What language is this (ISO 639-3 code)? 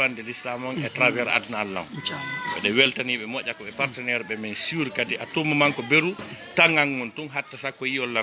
ful